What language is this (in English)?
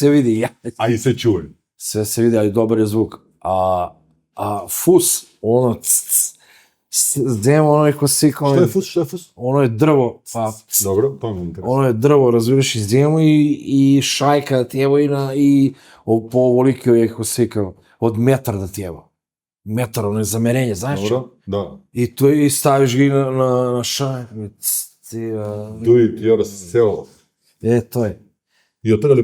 Macedonian